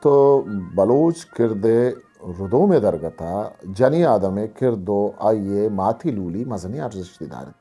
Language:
Eastern Balochi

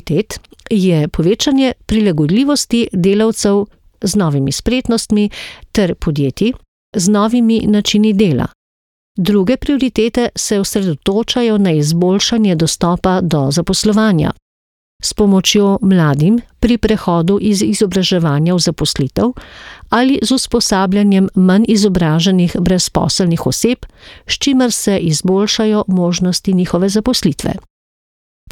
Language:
Slovenian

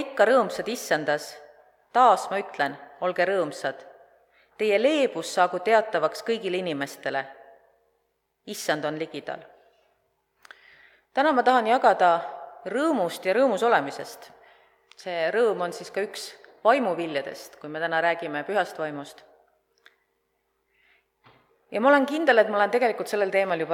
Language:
Estonian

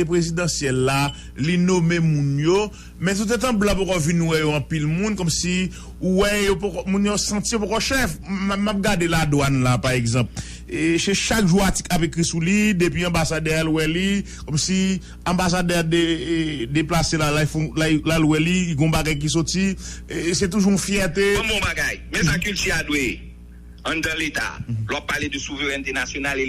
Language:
Haitian Creole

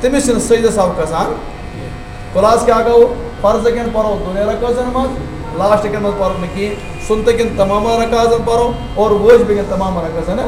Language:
Kashmiri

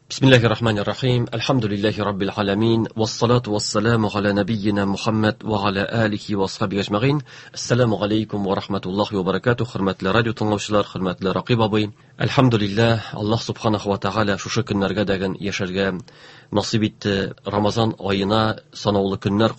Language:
Tatar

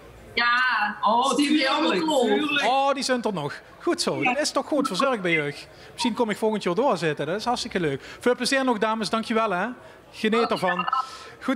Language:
Limburgish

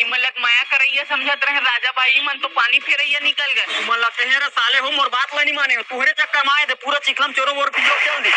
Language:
Chhattisgarhi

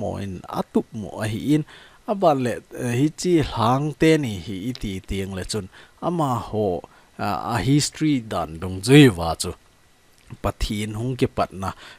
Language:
Thado Chin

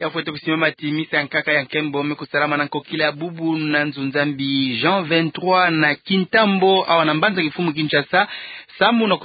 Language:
Kituba (Democratic Republic of Congo)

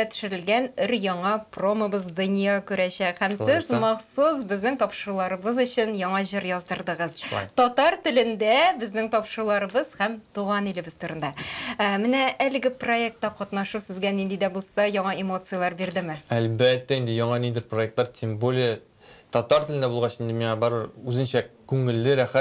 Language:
Tatar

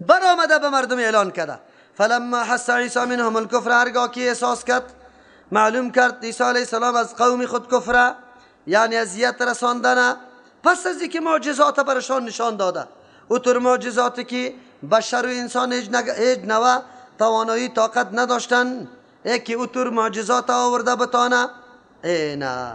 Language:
Persian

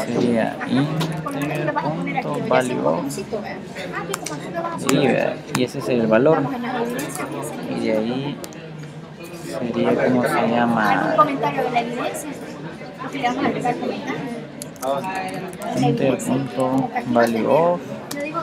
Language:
Spanish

